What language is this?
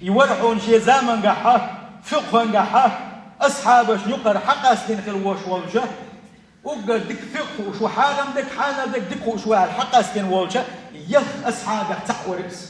Chechen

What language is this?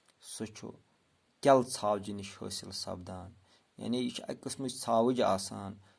Kashmiri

